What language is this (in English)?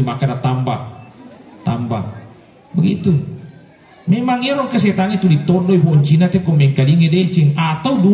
Buginese